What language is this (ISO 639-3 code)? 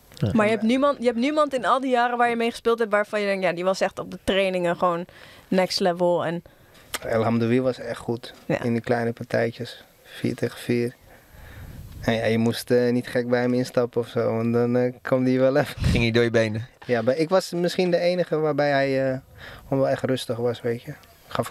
nld